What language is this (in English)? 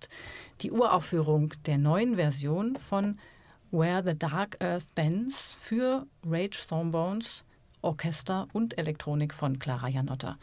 German